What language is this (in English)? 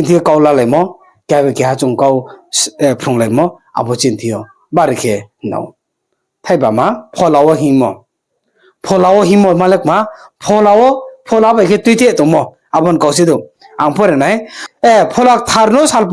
Riang (India)